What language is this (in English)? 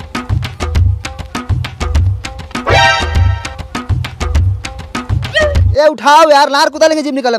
Bhojpuri